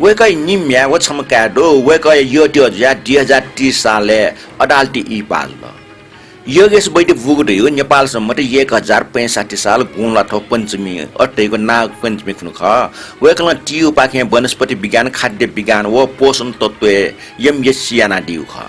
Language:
Newari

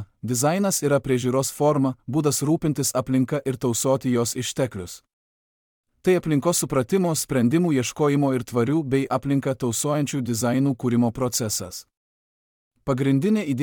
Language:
Lithuanian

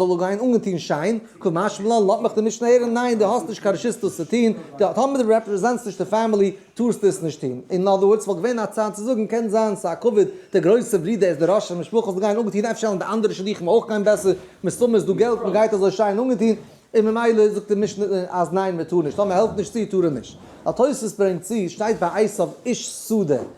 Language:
Yiddish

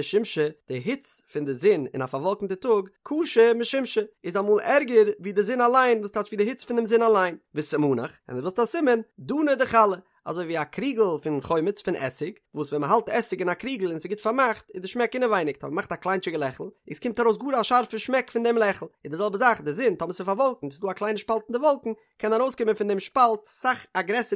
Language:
Yiddish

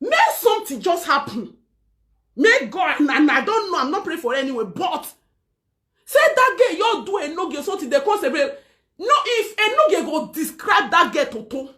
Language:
Nigerian Pidgin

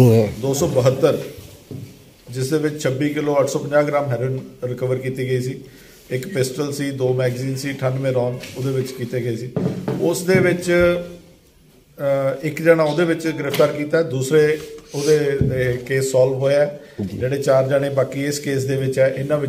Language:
Punjabi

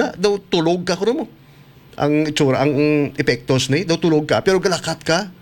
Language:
Hiligaynon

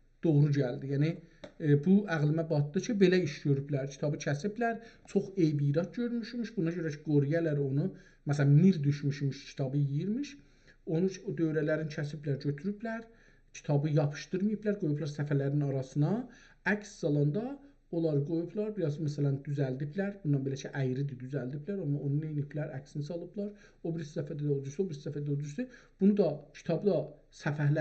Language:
South Azerbaijani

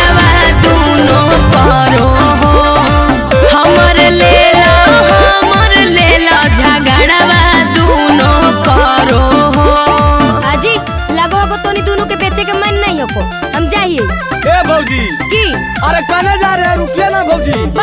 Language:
Magahi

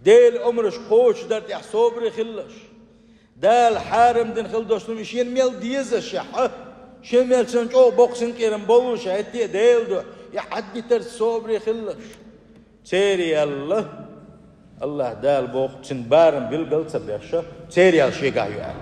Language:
Chechen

